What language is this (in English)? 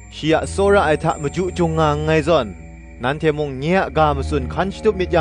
Kachin